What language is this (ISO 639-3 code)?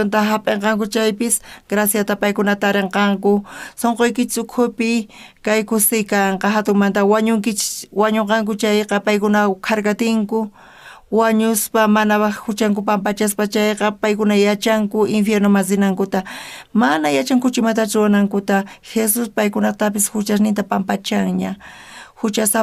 quh